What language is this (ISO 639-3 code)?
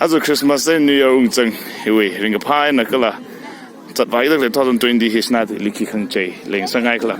nmf